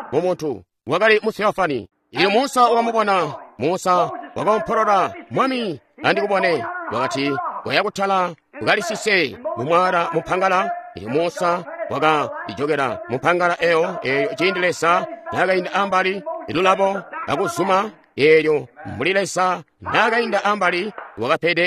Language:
Tonga (Zambia)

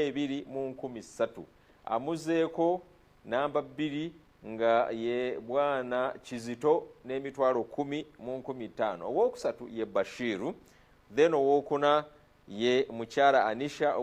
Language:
Ganda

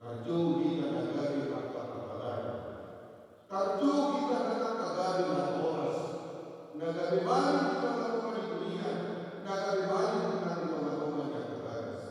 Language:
Batak Toba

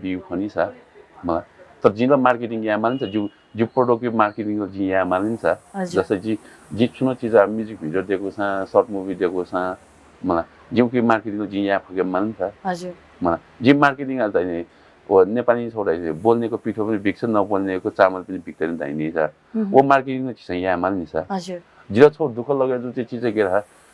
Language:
Newari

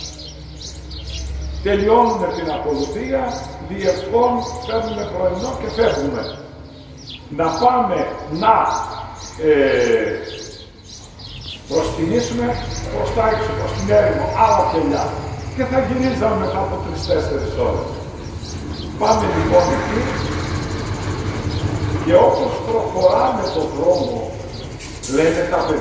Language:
Greek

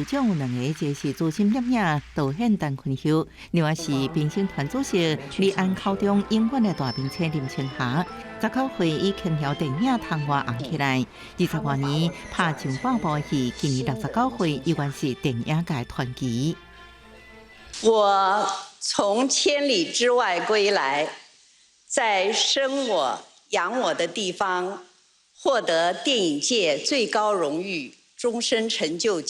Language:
Min Nan Chinese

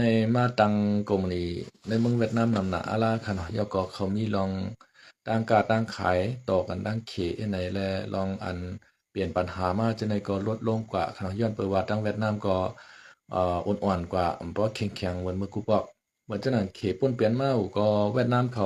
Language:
Shan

